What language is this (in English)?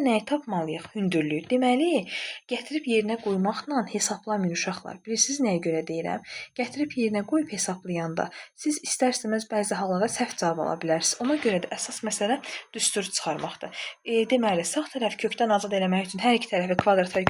Azerbaijani